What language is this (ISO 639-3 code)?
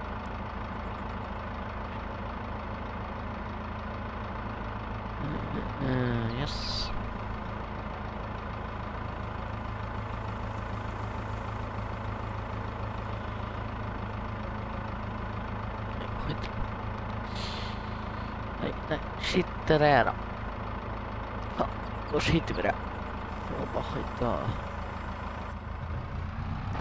swe